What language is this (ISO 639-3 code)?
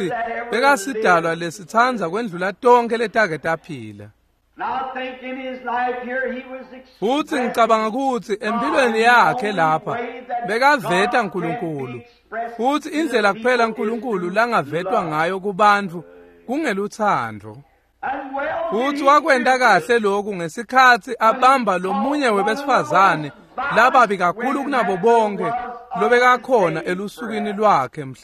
ssw